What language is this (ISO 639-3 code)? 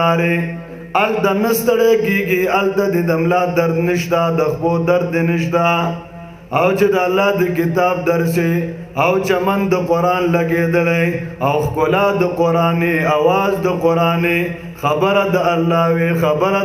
pus